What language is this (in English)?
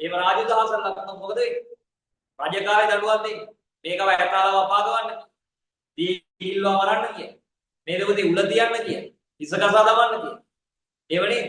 Sinhala